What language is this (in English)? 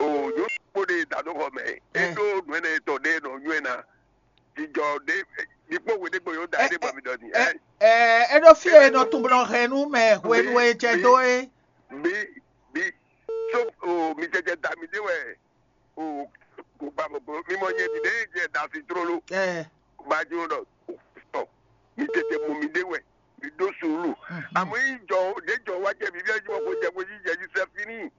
Fon